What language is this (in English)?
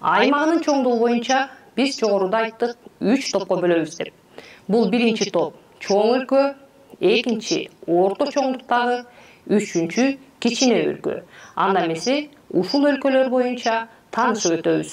Kyrgyz